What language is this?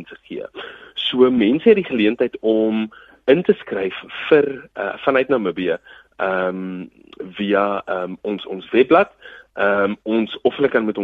Afrikaans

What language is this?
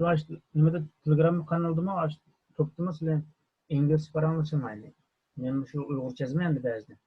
Uyghur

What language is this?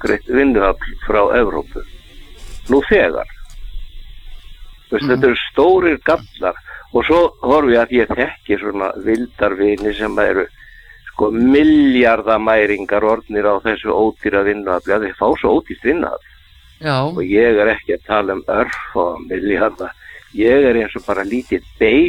Icelandic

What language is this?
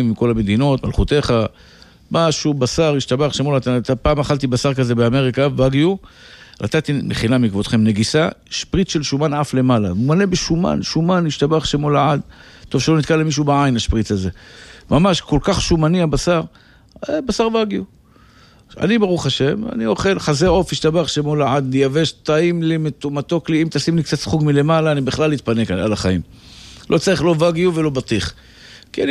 Hebrew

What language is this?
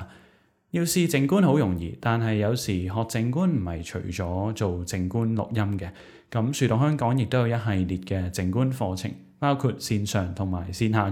Cantonese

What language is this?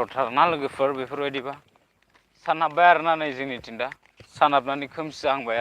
Bodo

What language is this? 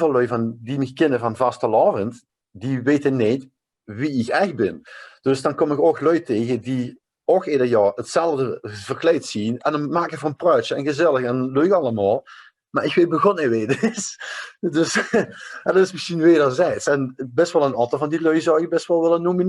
Limburgish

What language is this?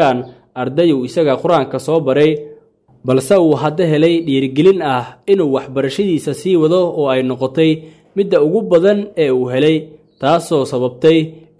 Somali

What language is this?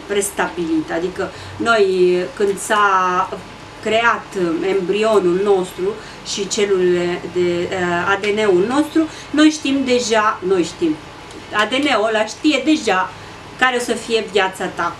Romanian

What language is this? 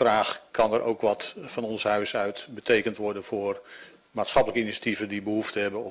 Dutch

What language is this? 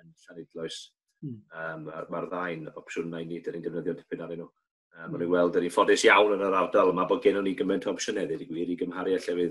Welsh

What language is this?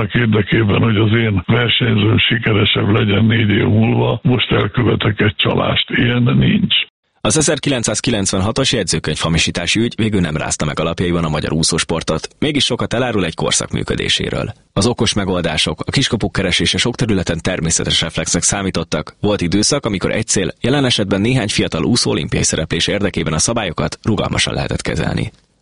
Hungarian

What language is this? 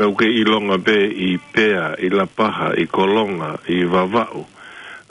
Tongan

